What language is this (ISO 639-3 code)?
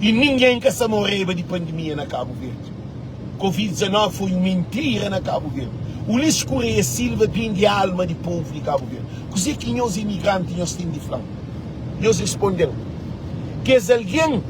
kea